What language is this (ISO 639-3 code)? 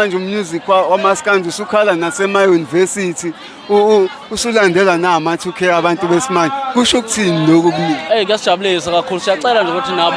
zul